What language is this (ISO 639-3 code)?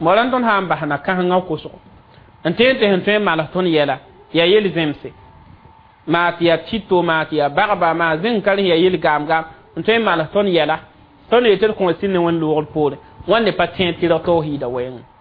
mos